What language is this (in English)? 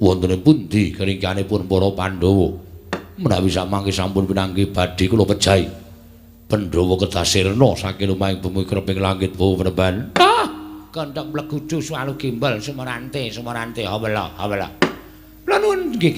Javanese